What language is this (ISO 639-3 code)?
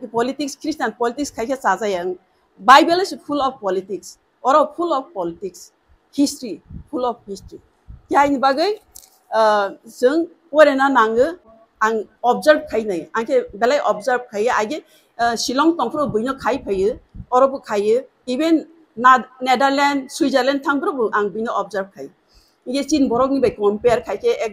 trp